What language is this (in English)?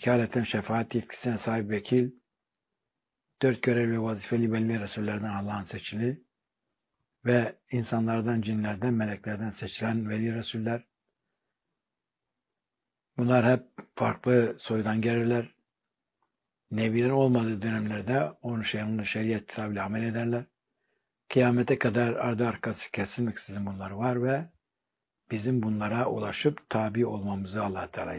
Turkish